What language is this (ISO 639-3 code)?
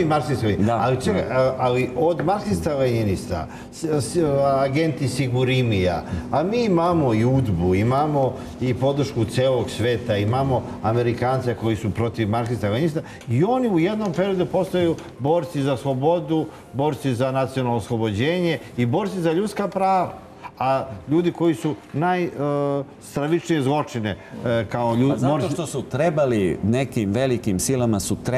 srp